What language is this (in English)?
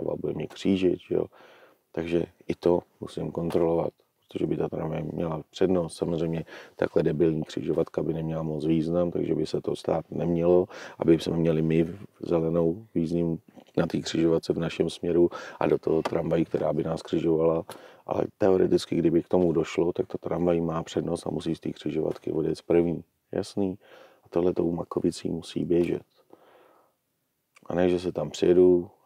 Czech